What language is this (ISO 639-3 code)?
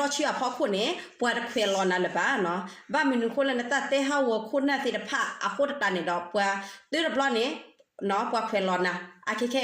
ksw